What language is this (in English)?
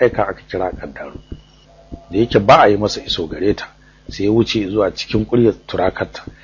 Hausa